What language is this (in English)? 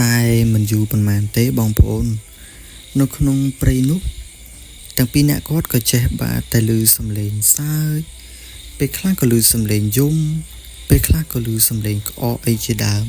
Khmer